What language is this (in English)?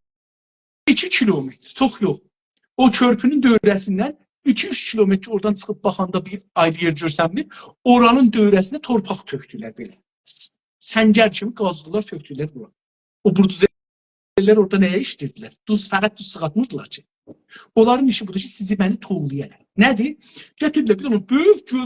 South Azerbaijani